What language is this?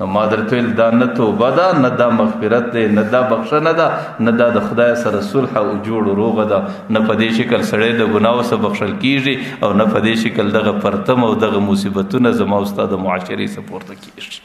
Pashto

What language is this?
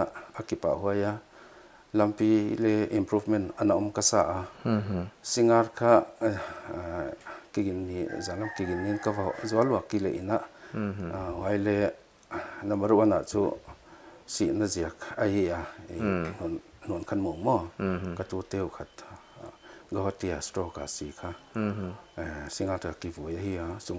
Paite Chin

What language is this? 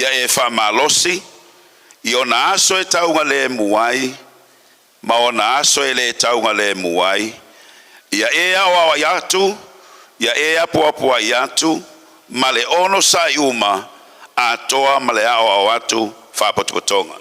Samoan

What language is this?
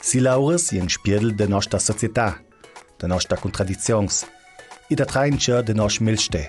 Ladin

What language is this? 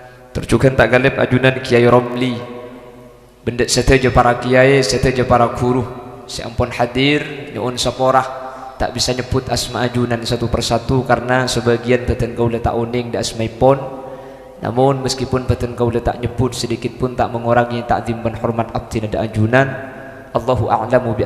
Madurese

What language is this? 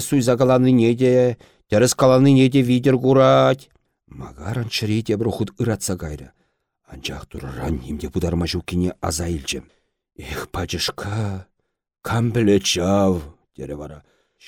Chuvash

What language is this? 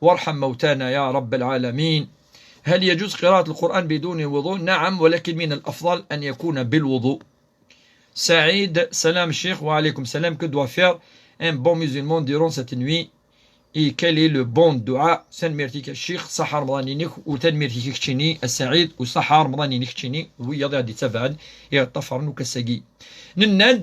Kabyle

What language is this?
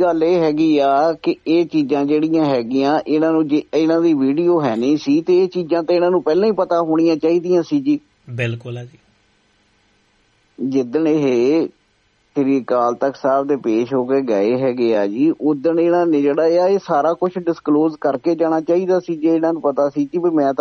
Punjabi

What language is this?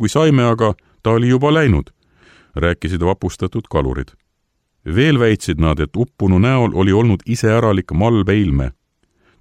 Estonian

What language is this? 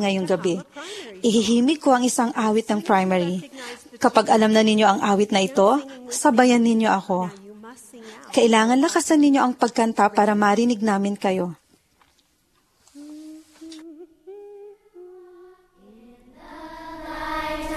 Filipino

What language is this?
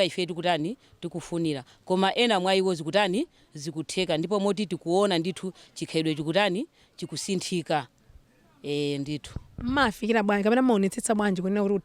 Nyanja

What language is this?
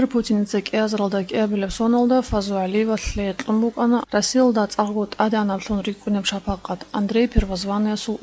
Avaric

